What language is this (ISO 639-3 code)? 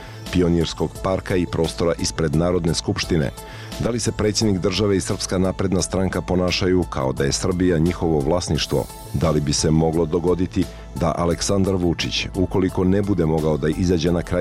srp